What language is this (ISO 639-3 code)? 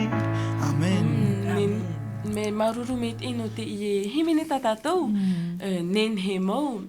tah